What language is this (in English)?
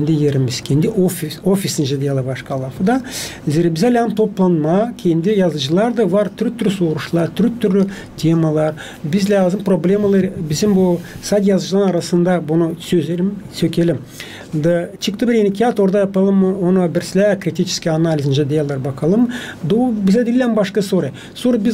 Gagauz